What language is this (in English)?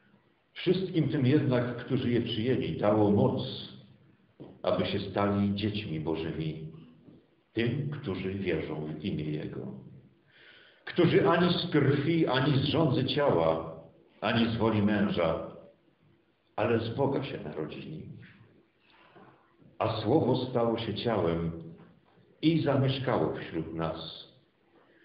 Polish